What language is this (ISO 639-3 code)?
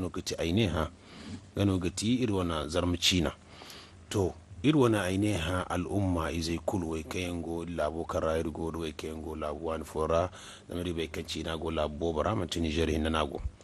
dje